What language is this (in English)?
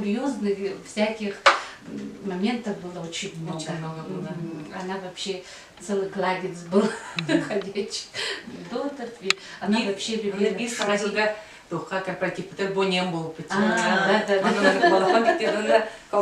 Yakut